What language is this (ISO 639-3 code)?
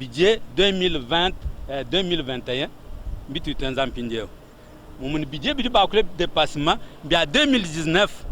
lua